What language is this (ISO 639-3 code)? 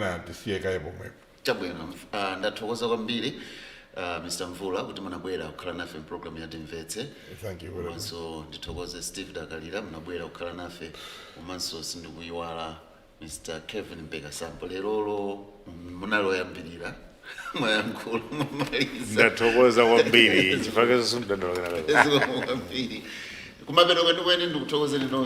nya